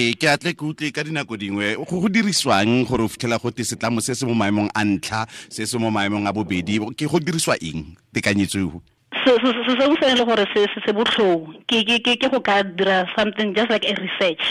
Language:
Tswana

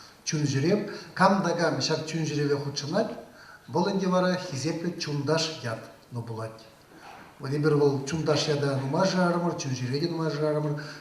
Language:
Chuvash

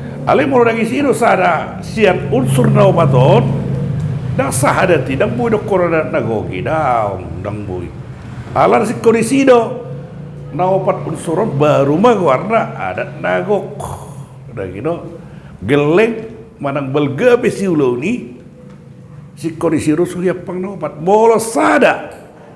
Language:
Batak Toba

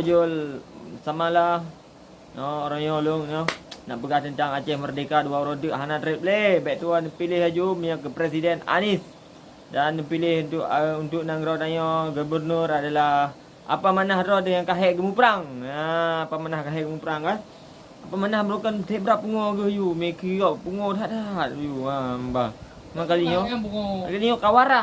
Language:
Achinese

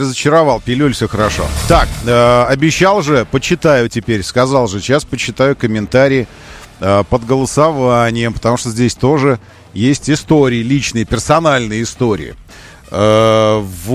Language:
Russian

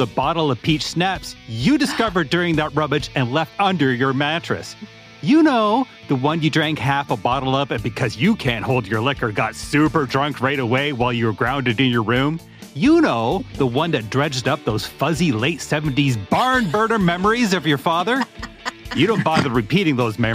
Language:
English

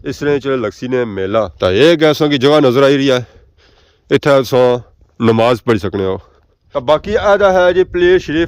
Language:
Pahari-Potwari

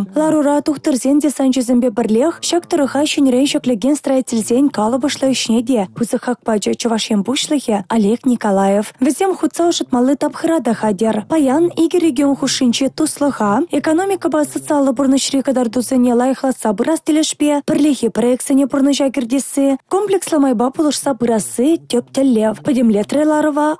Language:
Chuvash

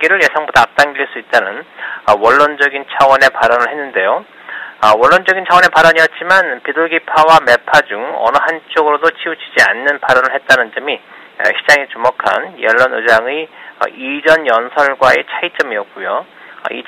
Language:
Korean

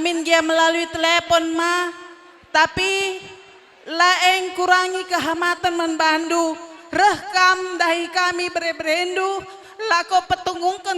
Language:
Batak Karo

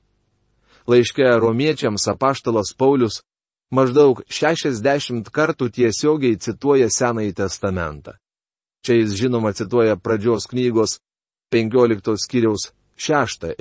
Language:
Lithuanian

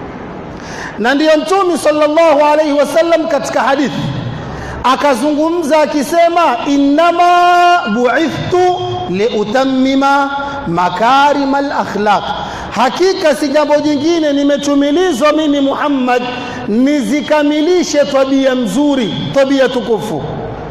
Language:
Swahili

